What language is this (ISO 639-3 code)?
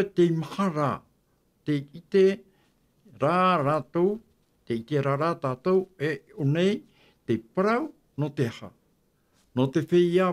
tah